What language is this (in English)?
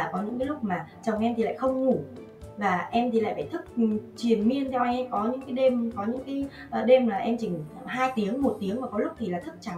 Vietnamese